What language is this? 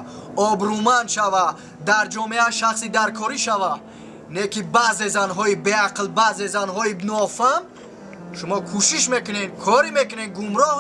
Tajik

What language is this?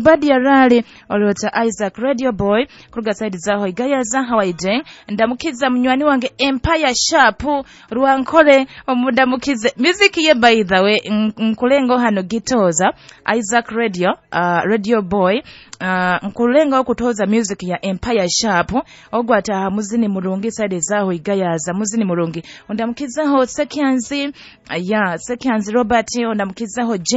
Nyoro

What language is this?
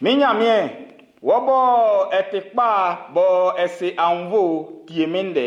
Baoulé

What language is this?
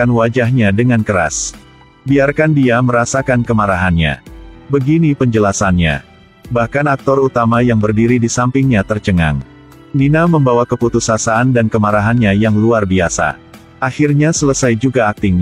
Indonesian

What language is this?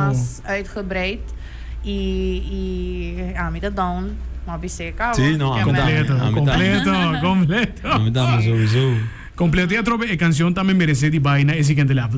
Papiamento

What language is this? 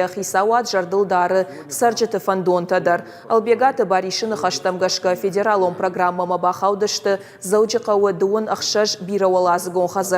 Ossetic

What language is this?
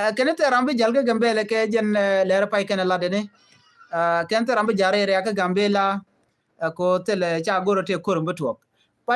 Nuer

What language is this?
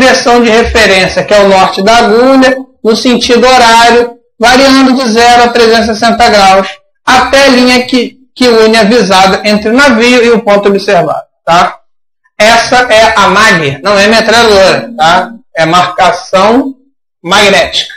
Portuguese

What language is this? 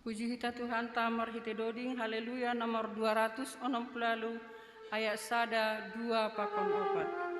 Batak Simalungun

